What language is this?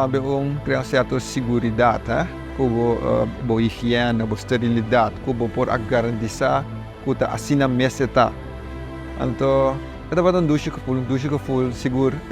Papiamento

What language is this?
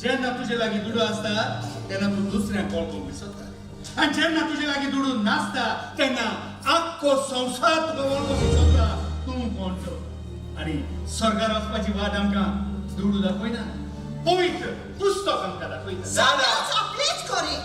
Konkani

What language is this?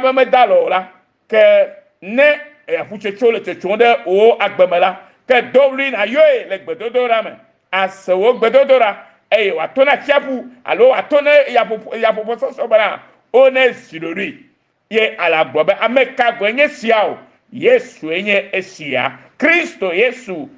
Ewe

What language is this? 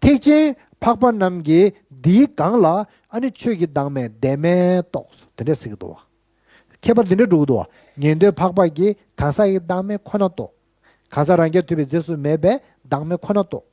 Tibetan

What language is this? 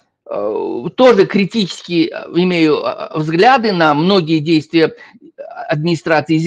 Russian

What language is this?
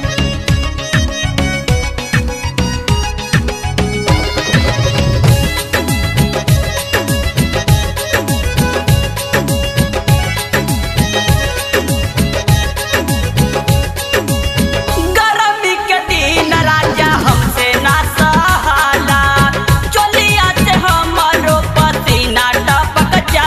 Bhojpuri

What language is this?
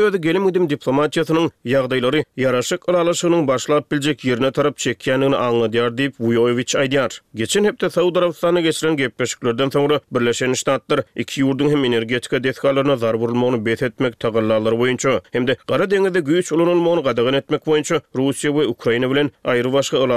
Turkmen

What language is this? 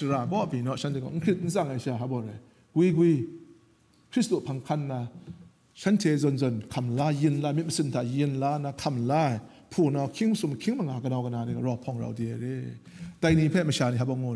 Kachin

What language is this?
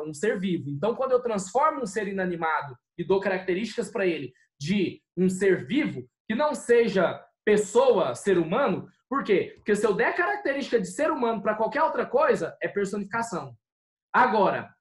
Portuguese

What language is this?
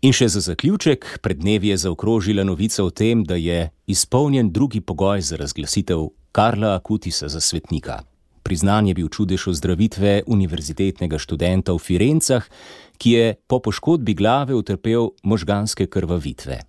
Slovenian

